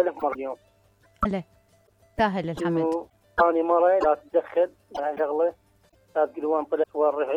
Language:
Mesopotamian Arabic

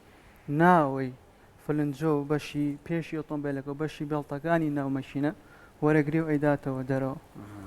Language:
Central Kurdish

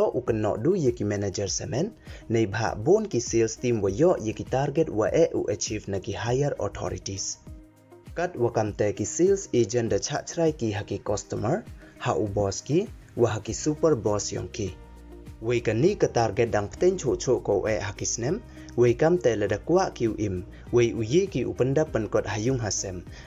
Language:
Pnar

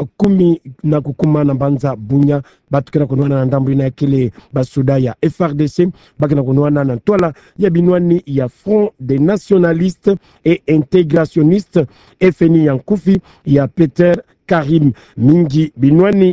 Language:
Kituba (Democratic Republic of Congo)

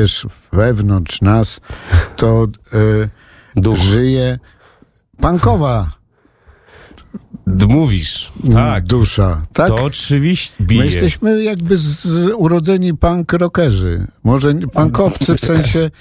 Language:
Polish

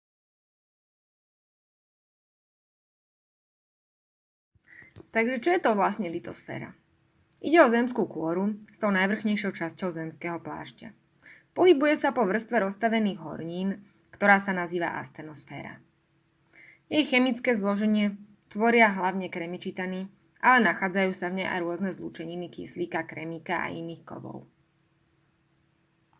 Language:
Slovak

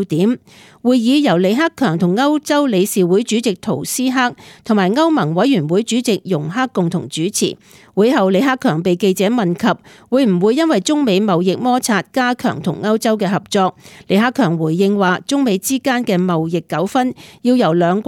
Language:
Cantonese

